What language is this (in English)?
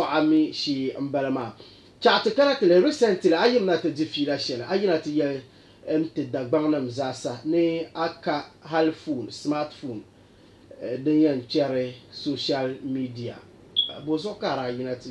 Dagbani